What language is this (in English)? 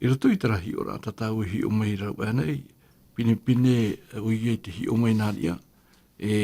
Tahitian